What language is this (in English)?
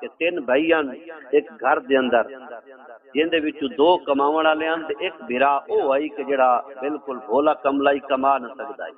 Saraiki